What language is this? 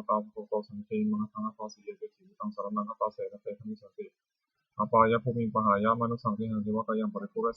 Pali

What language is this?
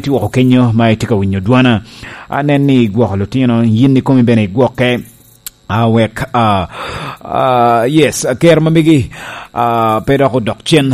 Lango (Uganda)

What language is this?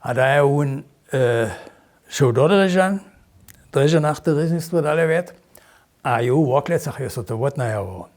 Upper Sorbian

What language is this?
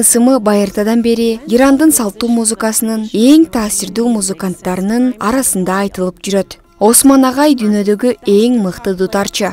Kyrgyz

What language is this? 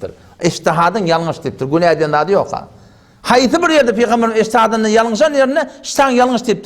Turkmen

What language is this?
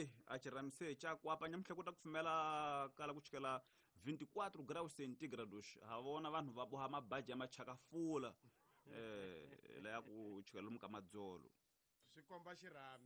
Tsonga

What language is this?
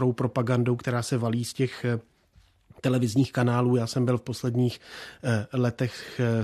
Czech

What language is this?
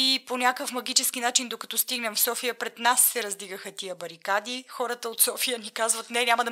Bulgarian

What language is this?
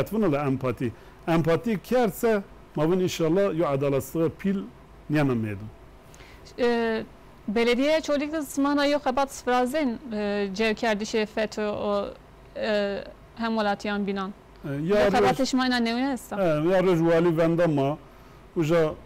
Zaza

